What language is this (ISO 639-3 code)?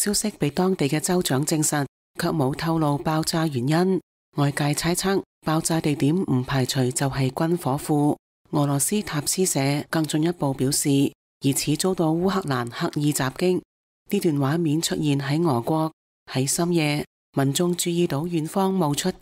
yue